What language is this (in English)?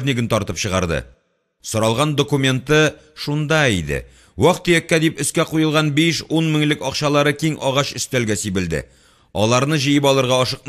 Tatar